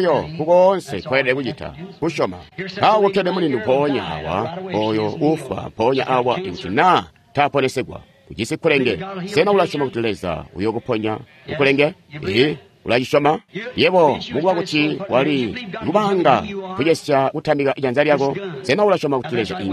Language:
Tonga (Zambia)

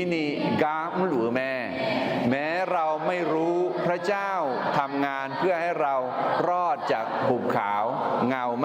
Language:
Akha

